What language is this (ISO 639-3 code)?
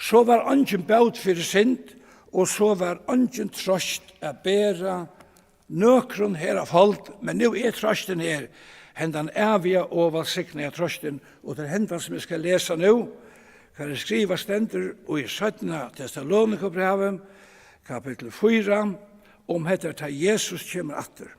fao